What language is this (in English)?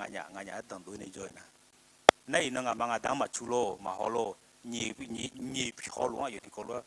Akha